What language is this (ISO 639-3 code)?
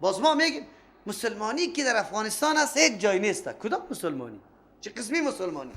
fas